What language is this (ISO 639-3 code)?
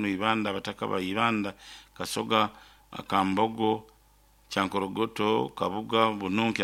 nyo